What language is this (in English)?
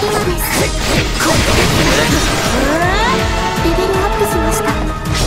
Japanese